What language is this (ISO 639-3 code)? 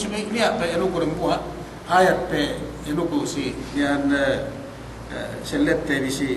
yka